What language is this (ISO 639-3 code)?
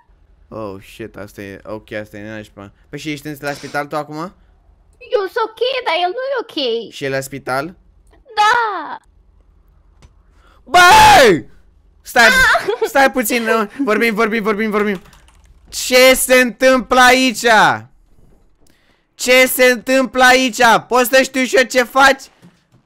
ron